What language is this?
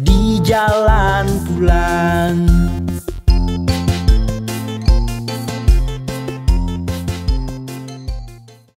Indonesian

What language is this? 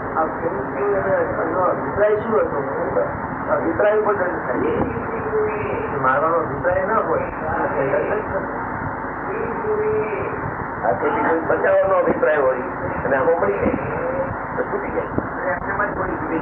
Gujarati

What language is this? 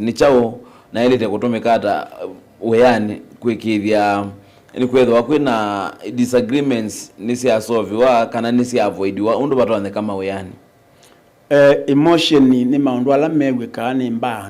Kamba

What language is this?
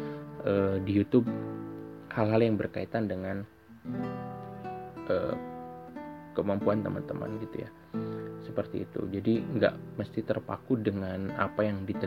Indonesian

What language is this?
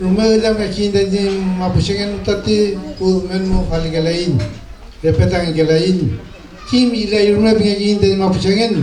Mapuche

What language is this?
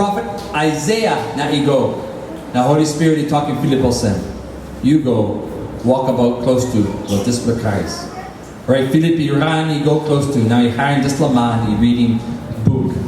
Tok Pisin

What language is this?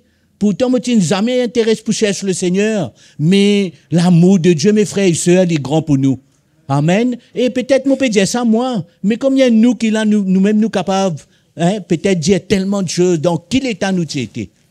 Morisyen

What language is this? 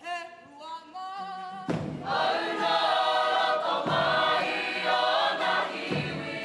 Māori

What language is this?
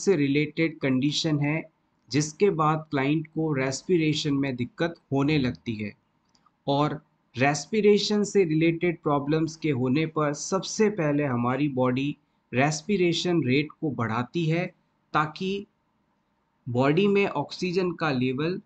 Hindi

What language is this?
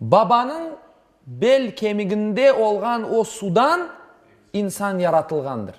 Crimean Tatar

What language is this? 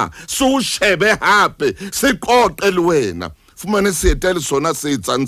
Southern Sotho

